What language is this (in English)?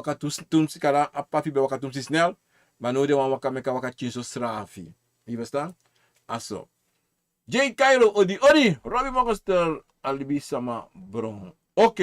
Sranan Tongo